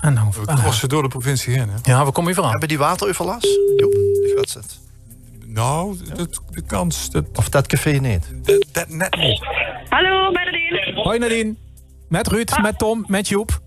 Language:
Limburgish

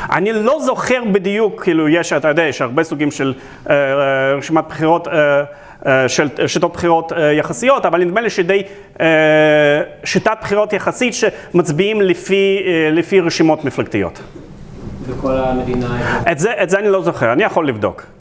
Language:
Hebrew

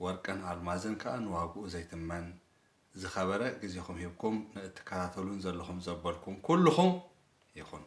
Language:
Tigrinya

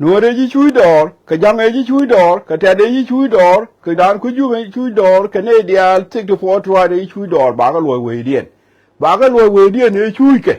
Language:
Nuer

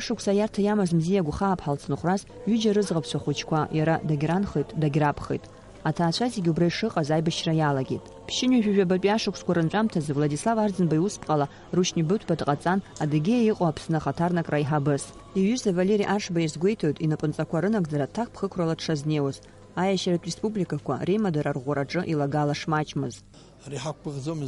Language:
Abkhazian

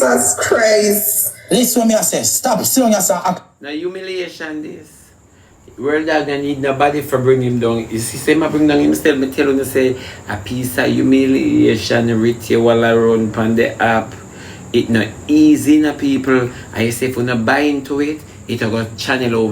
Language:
Jamaican Creole English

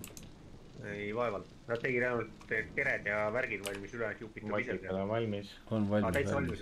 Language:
Estonian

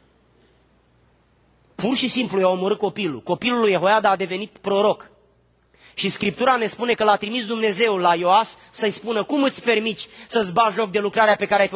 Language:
Romanian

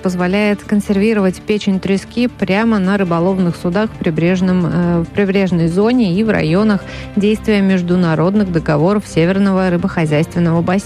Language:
Russian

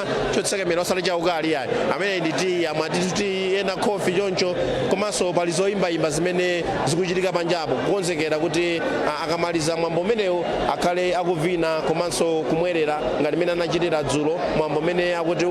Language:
Nyanja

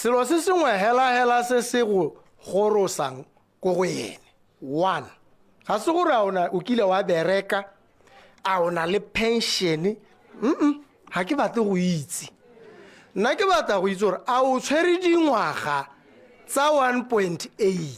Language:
Tswana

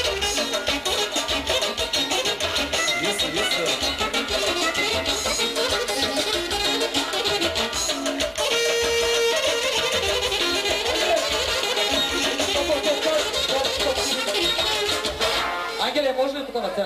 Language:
Bulgarian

